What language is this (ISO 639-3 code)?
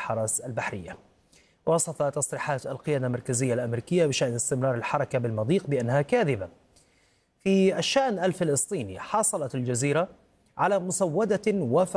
ara